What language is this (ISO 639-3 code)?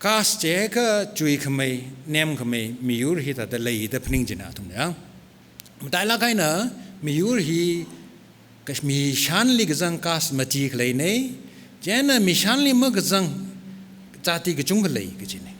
nmf